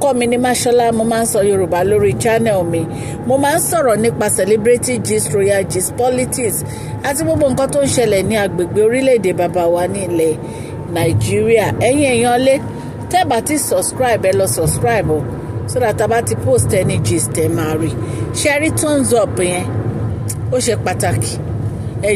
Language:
Yoruba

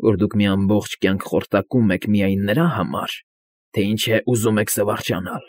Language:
Armenian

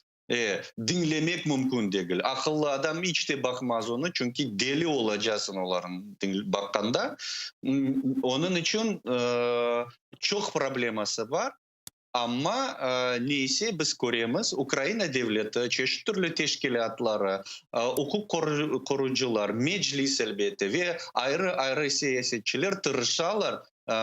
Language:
Crimean Tatar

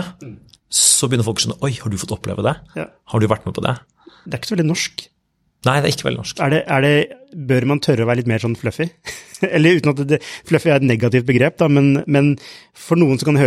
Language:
Norwegian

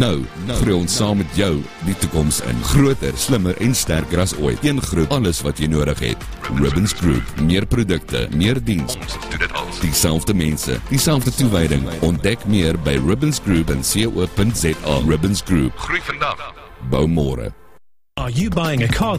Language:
Afrikaans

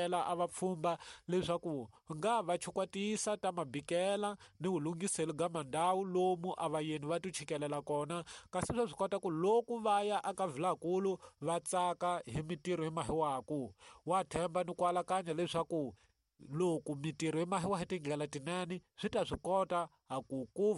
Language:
Tsonga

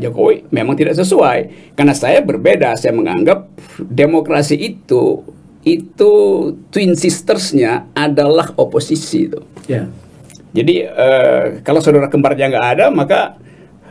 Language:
Indonesian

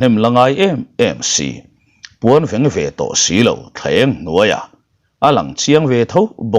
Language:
Mizo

